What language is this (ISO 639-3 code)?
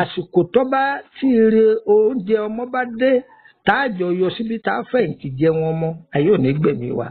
yor